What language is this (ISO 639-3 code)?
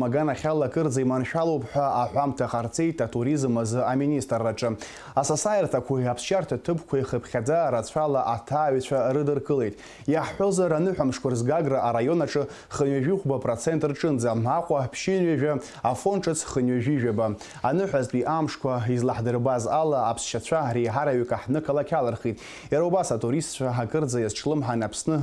abk